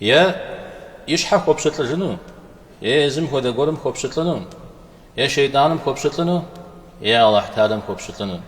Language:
Kabardian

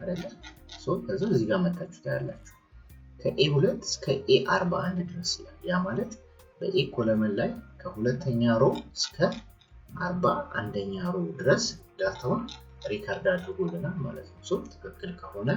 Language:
Amharic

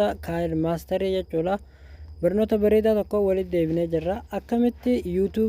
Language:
Oromo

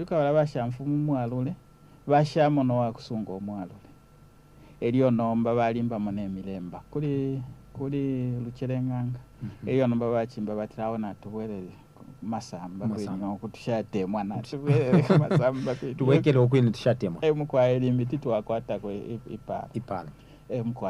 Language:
Bemba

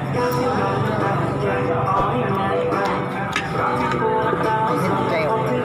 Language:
Lao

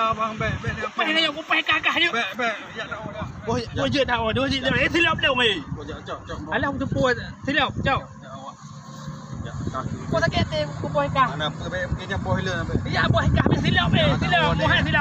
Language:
Achinese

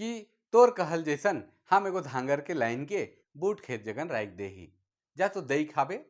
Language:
Sadri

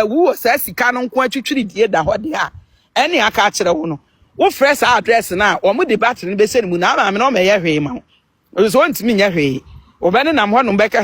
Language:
Akan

